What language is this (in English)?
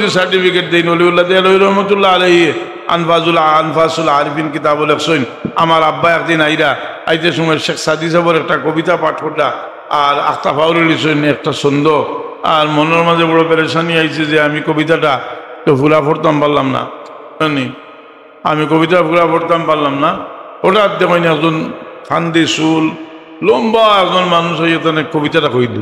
Sylheti